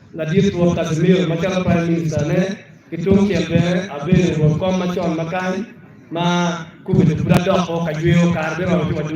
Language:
Acoli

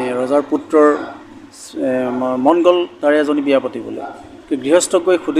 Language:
Assamese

